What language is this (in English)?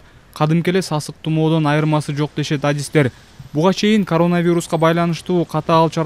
Kyrgyz